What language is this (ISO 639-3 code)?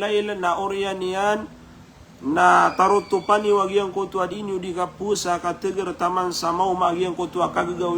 mrw